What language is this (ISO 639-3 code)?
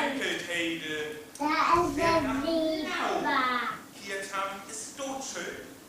frr